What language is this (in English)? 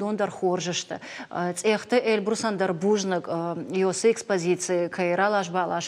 Ossetic